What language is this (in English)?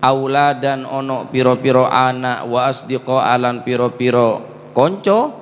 Madurese